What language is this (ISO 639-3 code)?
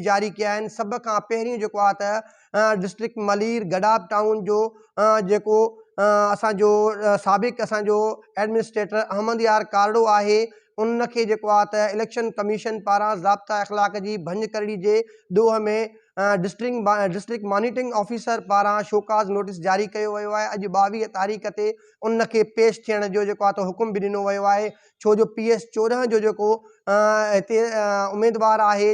snd